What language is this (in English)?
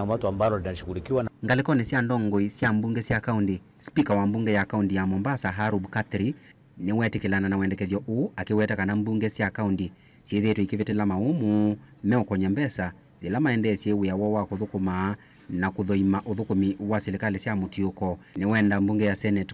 Kamba